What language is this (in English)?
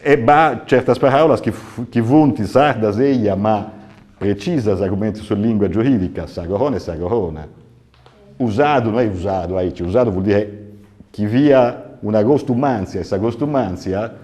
Sardinian